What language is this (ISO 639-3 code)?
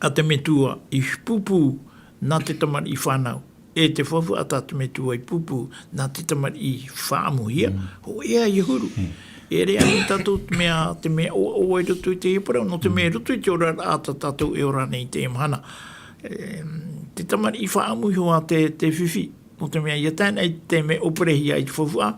tah